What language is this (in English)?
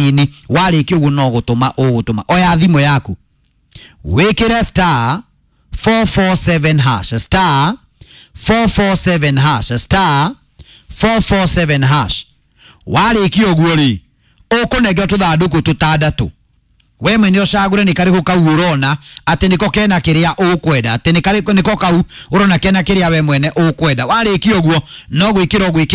Kikuyu